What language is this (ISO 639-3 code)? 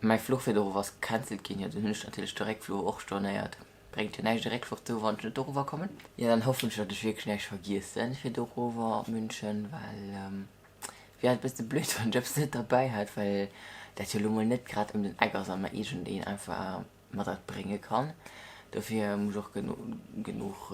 ltz